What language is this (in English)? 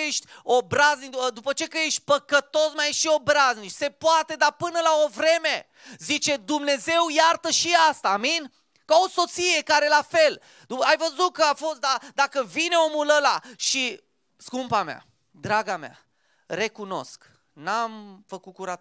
Romanian